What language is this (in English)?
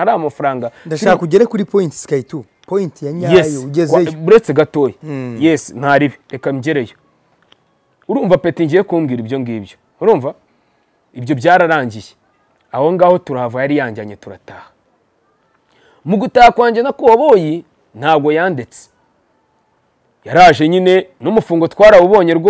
Kinyarwanda